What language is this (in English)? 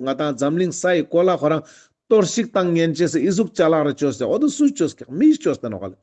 Ladakhi